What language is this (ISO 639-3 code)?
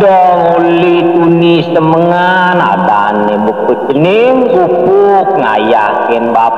ban